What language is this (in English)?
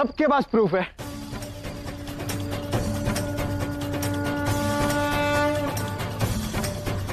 Hindi